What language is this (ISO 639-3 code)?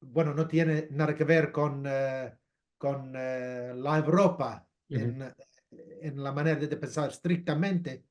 lad